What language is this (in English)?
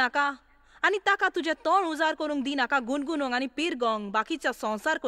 Konkani